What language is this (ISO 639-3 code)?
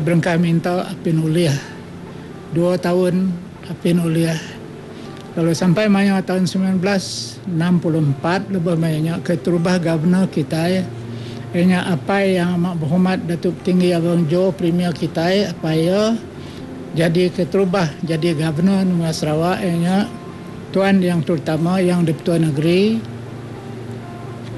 msa